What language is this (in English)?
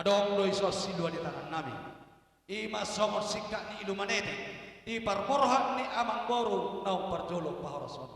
Batak Toba